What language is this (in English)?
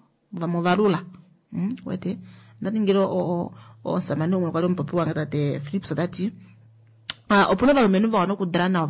Kuanyama